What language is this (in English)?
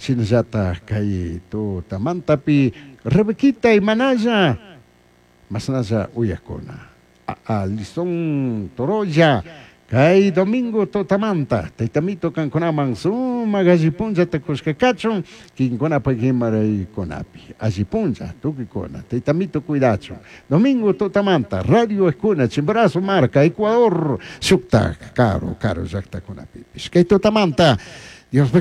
Chimborazo Highland Quichua